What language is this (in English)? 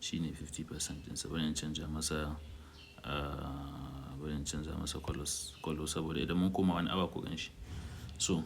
Hausa